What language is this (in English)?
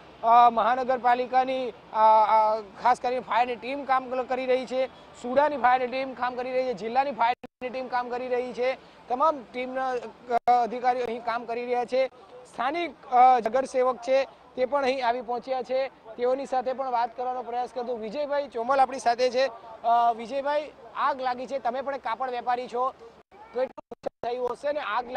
Gujarati